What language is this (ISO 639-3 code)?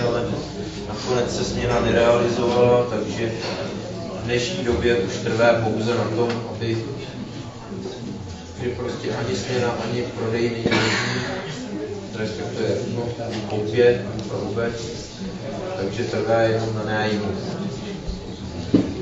ces